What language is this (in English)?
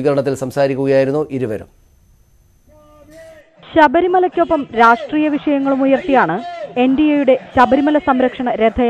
Malayalam